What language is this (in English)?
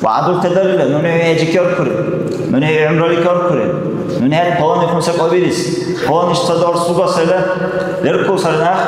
Dargwa